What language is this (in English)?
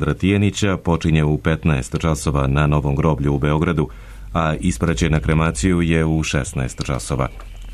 Serbian